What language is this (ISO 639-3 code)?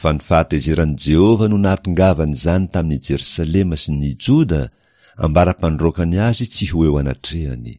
mlg